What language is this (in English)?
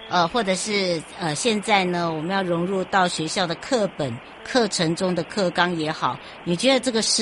Chinese